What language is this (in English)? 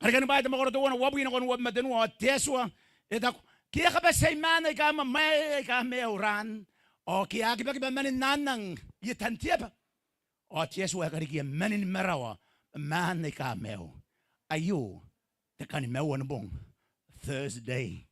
Gilbertese